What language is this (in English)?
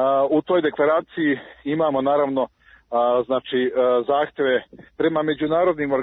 Serbian